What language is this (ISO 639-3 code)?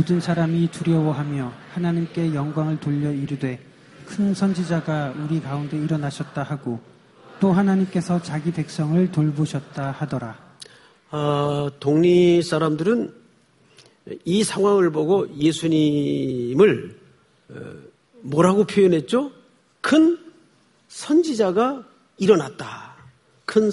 kor